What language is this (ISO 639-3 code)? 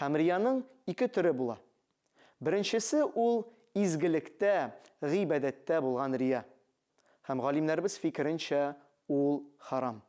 tat